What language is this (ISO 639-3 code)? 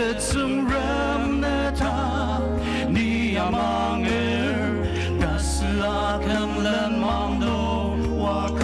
njo